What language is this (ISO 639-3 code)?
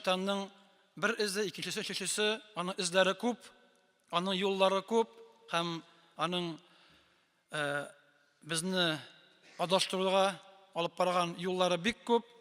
tat